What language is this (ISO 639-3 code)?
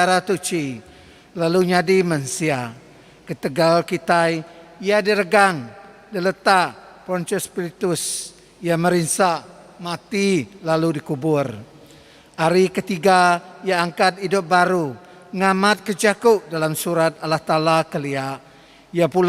iba